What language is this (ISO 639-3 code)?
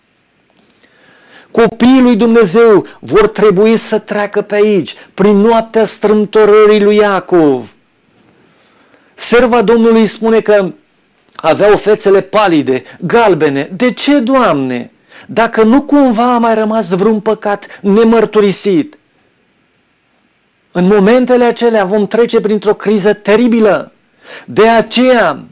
ron